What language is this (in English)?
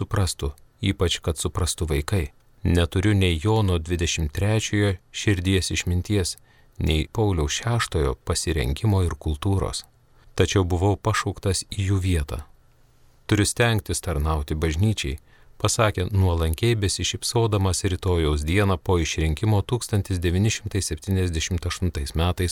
Lithuanian